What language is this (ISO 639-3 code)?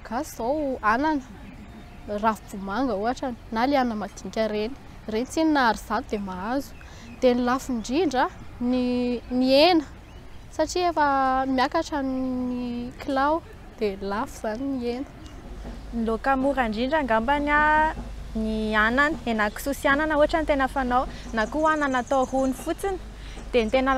mlg